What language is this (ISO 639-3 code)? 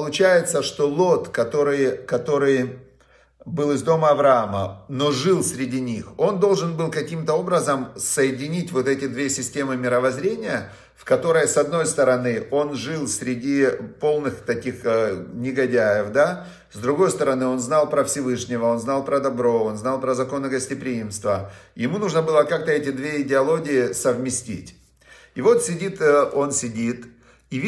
rus